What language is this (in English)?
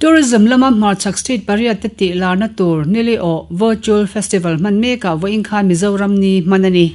Mizo